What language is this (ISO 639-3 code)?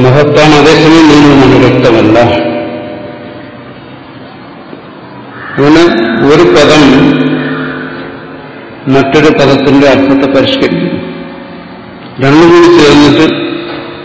mal